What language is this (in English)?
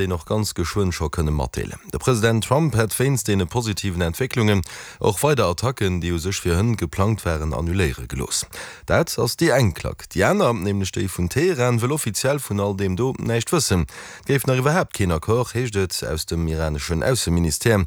Luxembourgish